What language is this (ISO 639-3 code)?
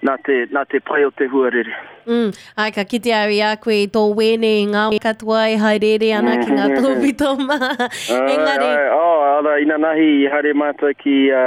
mri